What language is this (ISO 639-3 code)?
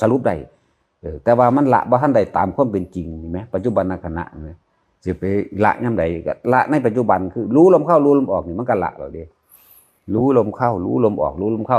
tts